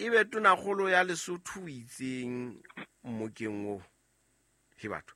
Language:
Southern Sotho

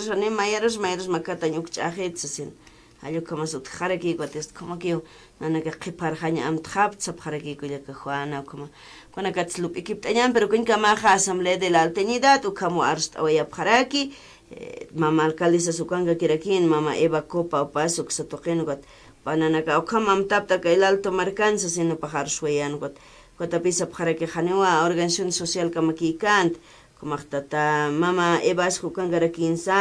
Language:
Aymara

